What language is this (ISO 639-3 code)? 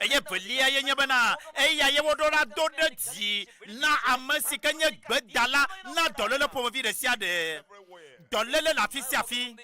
ewe